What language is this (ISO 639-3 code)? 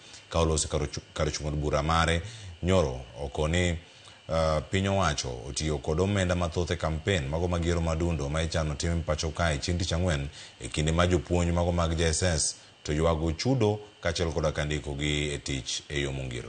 luo